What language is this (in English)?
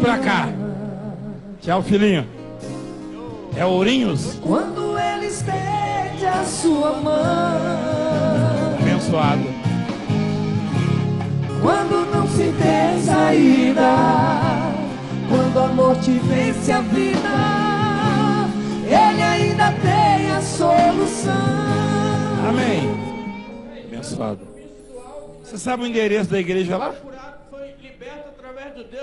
Portuguese